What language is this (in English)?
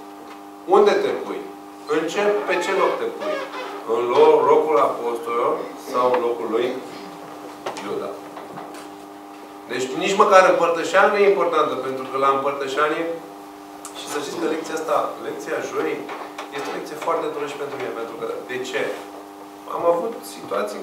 Romanian